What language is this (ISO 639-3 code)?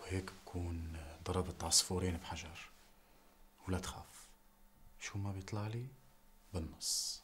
apc